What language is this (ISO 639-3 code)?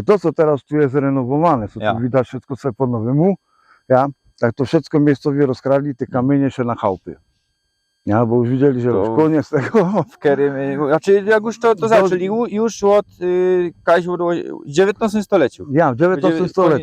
szl